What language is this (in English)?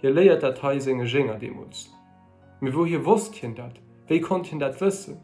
Luxembourgish